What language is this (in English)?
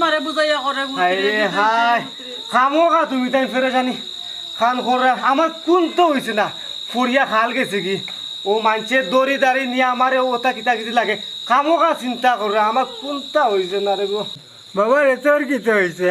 Sylheti